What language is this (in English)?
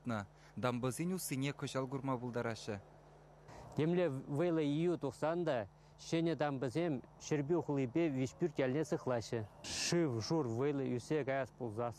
Chuvash